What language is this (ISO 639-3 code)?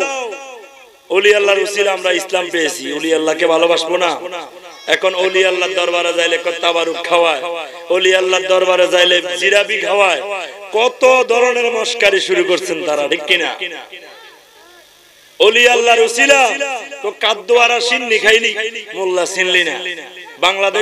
ben